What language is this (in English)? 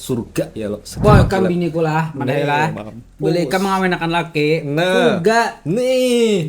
Banjar